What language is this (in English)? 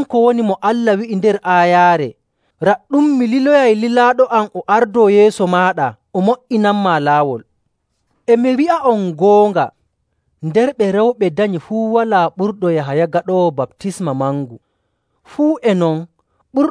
Nigerian Fulfulde